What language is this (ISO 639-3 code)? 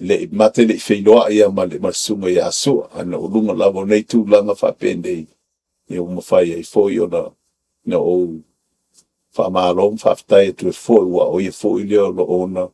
smo